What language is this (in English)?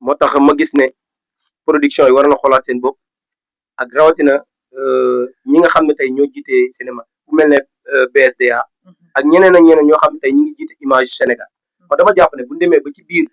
Wolof